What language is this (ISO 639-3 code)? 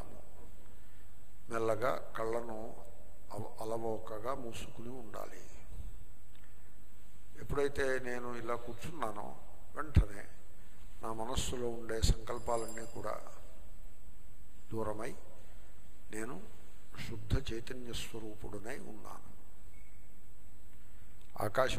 tel